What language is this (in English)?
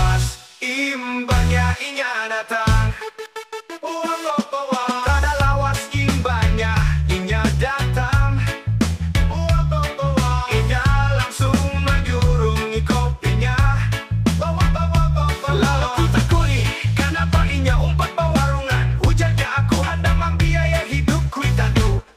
Banjar